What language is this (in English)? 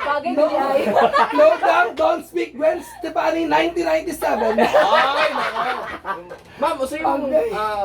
Cebuano